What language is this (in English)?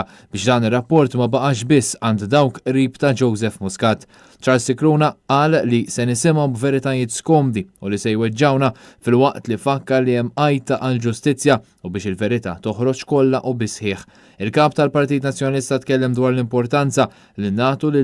Maltese